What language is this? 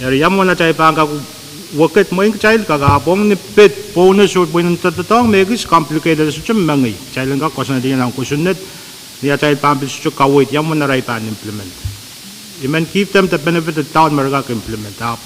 Pohnpeian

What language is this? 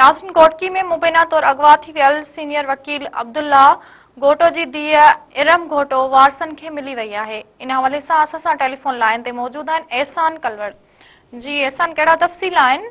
Sindhi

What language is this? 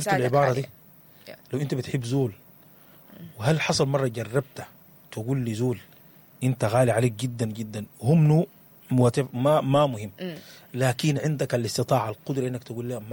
Sudanese Arabic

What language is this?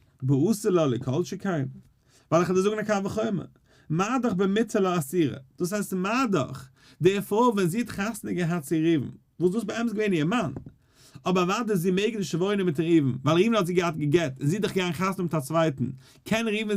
Yiddish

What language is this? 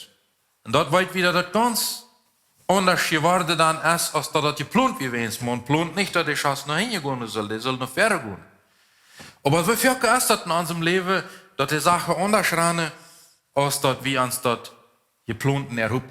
Plautdietsch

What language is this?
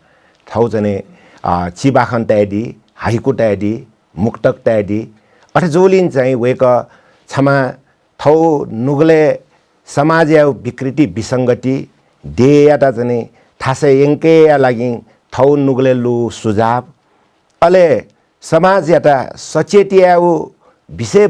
Newari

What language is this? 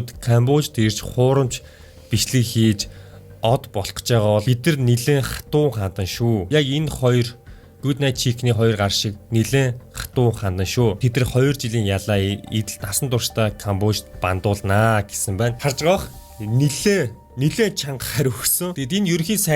Mongolian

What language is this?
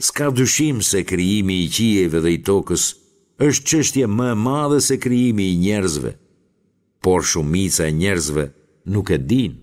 Albanian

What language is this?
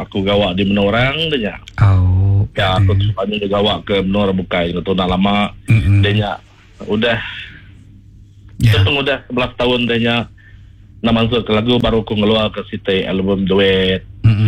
Malay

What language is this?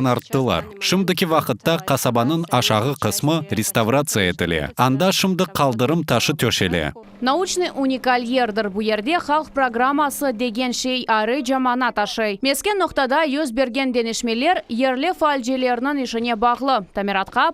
Crimean Tatar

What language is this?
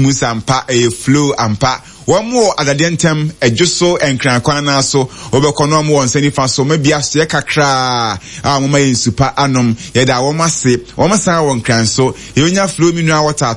Akan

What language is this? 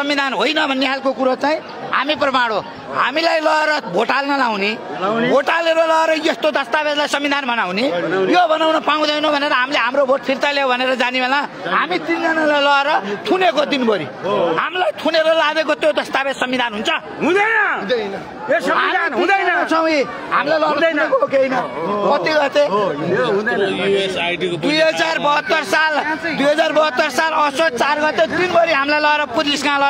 Nepali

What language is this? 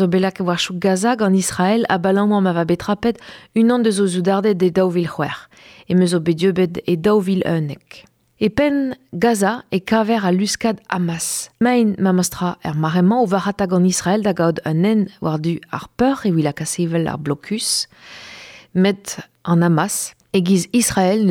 Breton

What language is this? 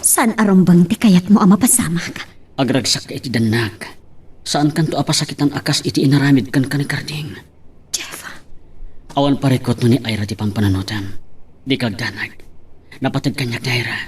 Iloko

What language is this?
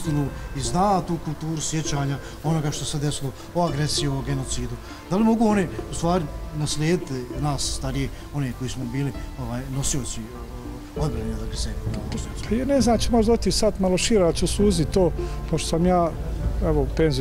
Bosnian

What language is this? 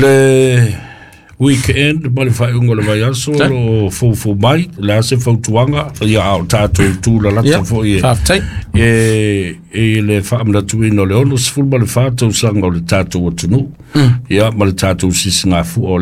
Samoan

